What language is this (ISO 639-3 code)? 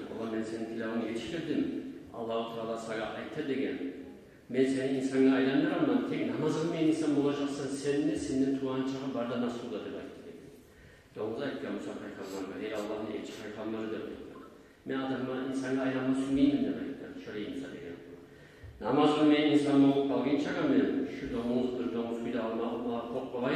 kum